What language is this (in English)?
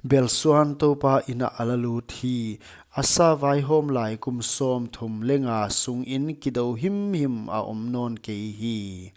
Paite Chin